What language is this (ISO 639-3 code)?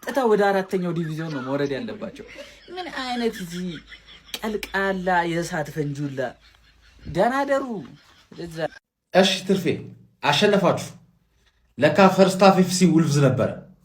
amh